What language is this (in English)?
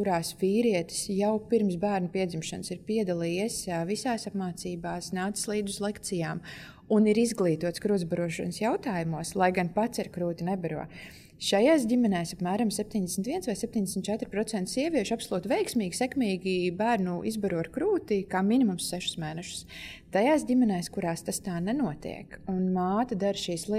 Latvian